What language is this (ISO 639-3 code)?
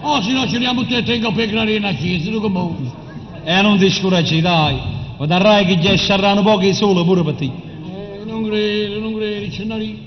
nap